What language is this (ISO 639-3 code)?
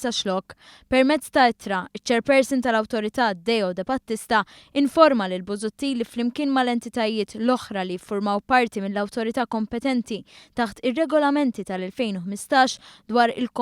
mlt